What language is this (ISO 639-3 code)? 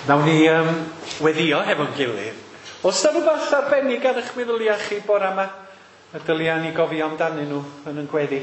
cym